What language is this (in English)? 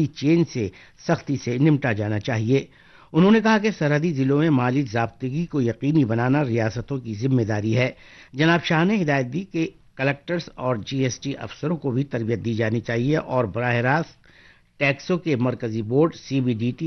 Urdu